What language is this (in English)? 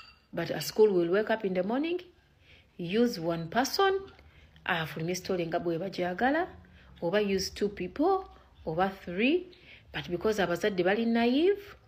Ganda